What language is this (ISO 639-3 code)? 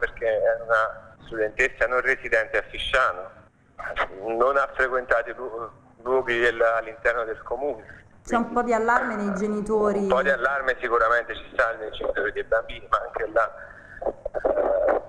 ita